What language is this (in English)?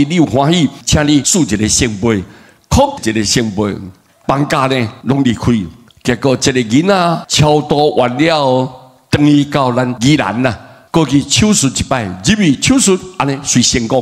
Min Nan Chinese